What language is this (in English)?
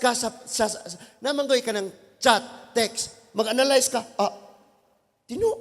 Cebuano